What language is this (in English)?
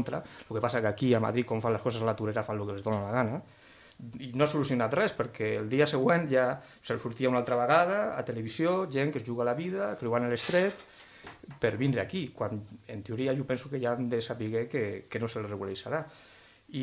Catalan